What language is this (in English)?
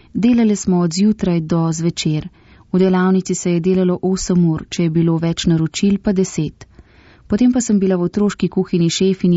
Slovenian